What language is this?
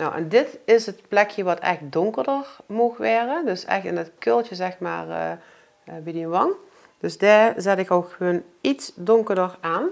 Limburgish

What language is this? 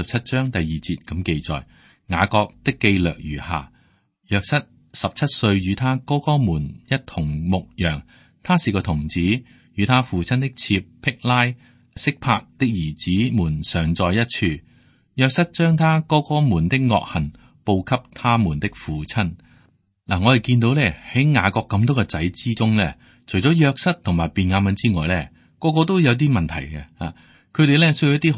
Cantonese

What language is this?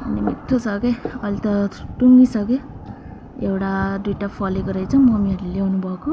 Nepali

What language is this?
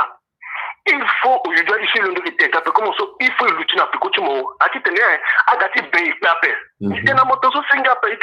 Sango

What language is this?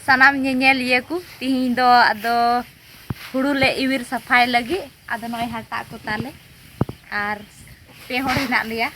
Santali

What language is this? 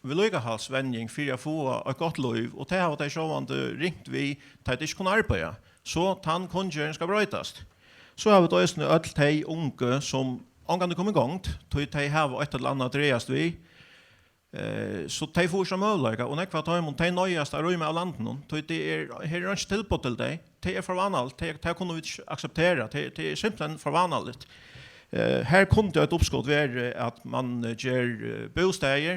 Faroese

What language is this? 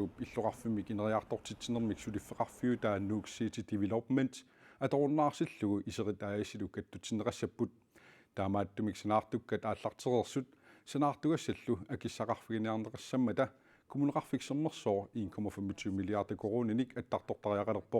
Kalaallisut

